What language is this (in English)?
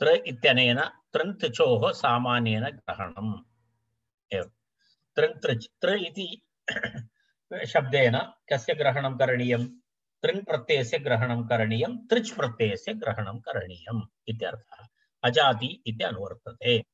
Sanskrit